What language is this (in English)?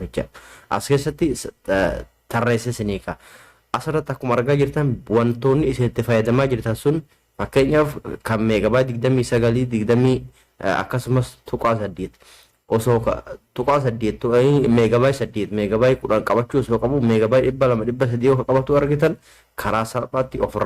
Oromo